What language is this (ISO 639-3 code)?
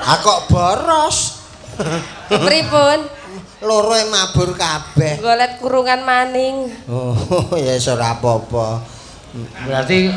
jav